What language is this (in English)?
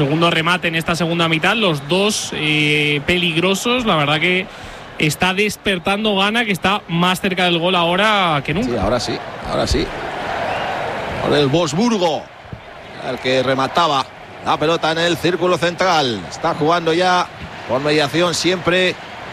Spanish